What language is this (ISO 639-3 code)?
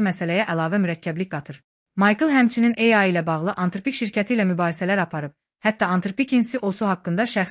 aze